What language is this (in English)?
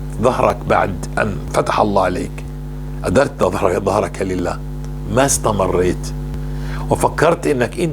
North Levantine Arabic